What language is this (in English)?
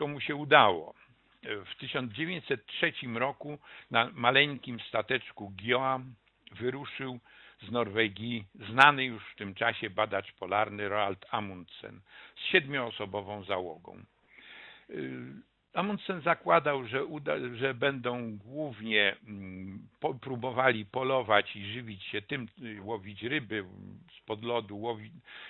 Polish